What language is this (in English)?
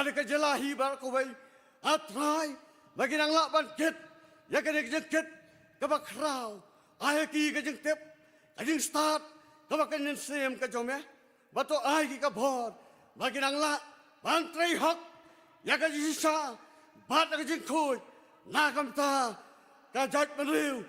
Khasi